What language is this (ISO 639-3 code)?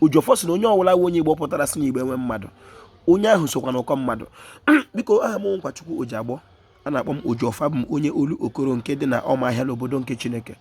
ibo